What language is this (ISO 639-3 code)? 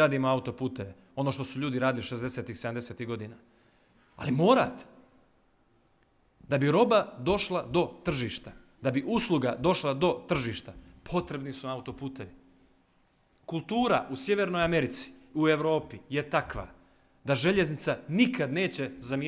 bos